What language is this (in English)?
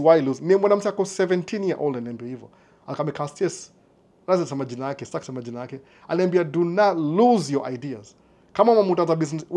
Swahili